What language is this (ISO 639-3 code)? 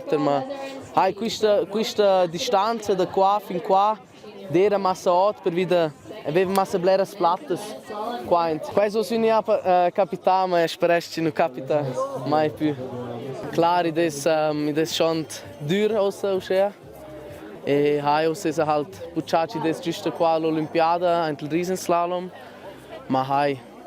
roh